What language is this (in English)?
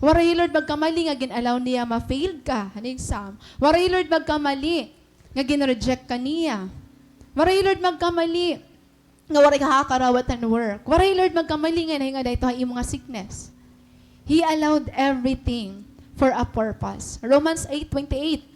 Waray